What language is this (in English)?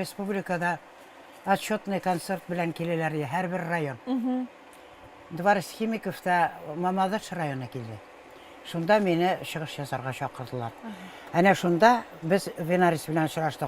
Tatar